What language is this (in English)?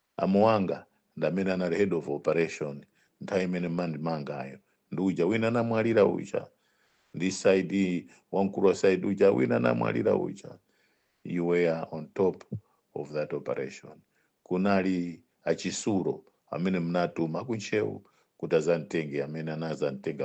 Nyanja